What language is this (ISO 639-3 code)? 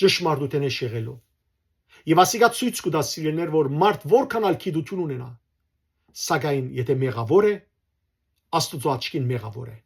hyw